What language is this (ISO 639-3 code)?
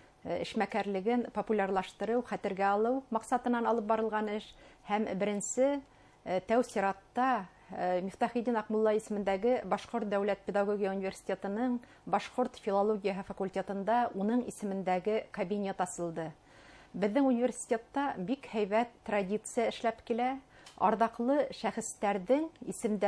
bak